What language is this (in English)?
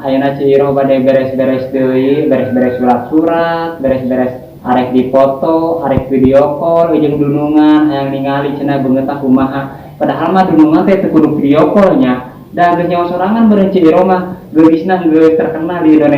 Sundanese